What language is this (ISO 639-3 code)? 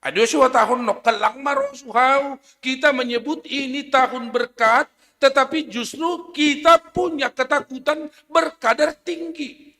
bts